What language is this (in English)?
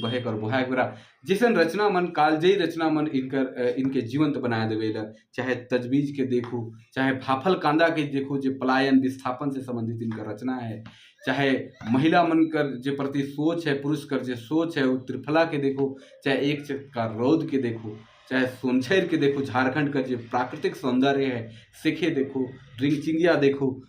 Sadri